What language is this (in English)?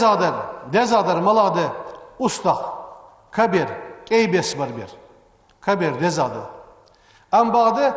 Ingush